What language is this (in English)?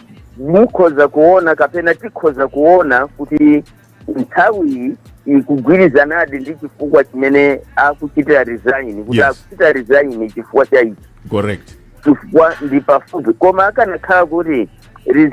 Nyanja